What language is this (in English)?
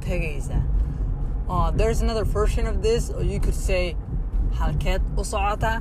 English